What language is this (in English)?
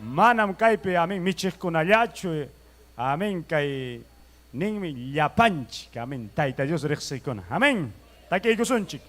Ayacucho Quechua